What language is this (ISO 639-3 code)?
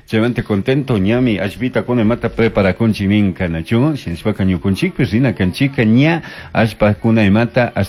qug